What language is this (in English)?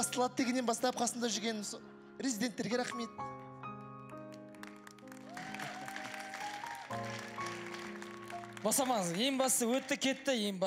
Kazakh